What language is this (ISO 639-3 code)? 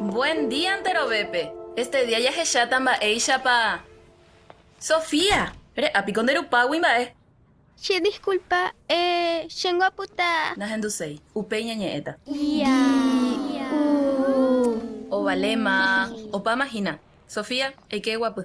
grn